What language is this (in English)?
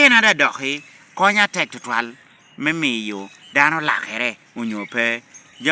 Lango (Uganda)